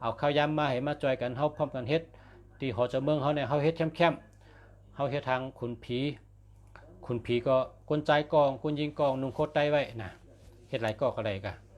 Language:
Shan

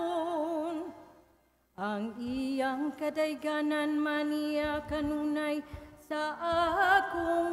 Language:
Cebuano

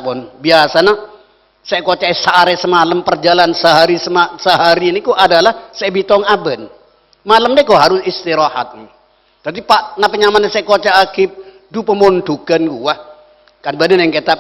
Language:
Madurese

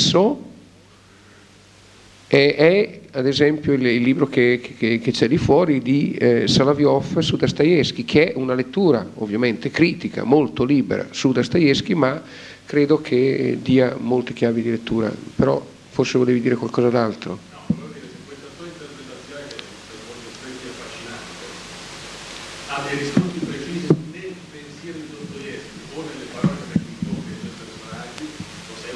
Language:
Italian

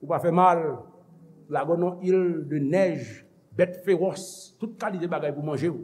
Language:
Haitian Creole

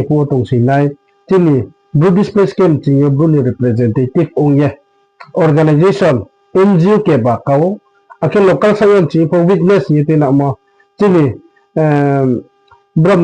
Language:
Riang (India)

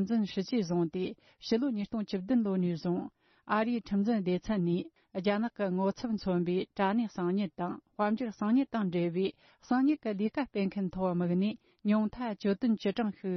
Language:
Tibetan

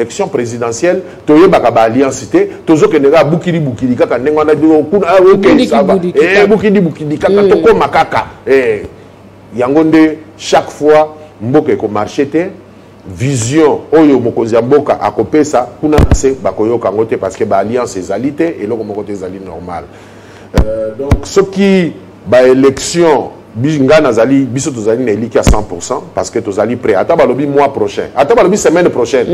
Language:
Lingala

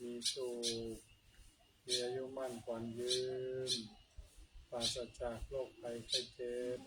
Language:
Pali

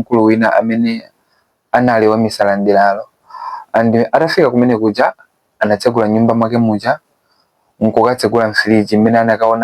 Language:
Nyanja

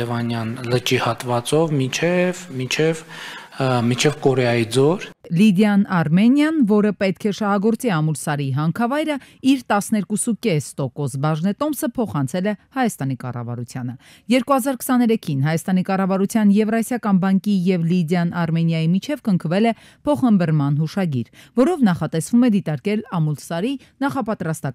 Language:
Armenian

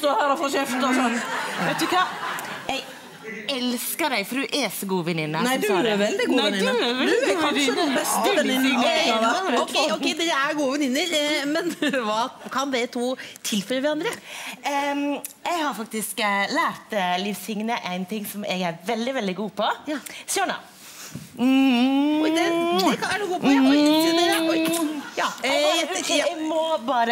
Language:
Norwegian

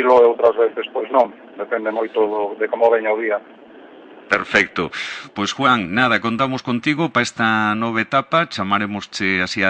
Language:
Galician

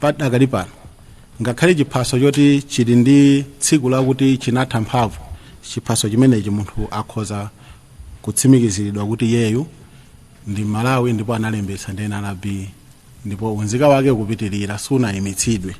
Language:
Nyanja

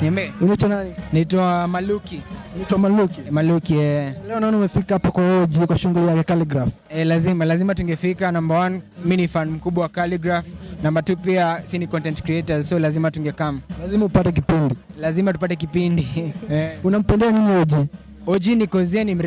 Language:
Swahili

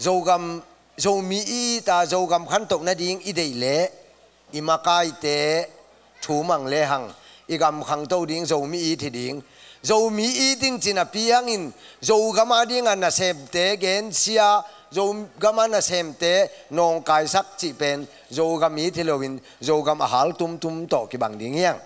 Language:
Tedim Chin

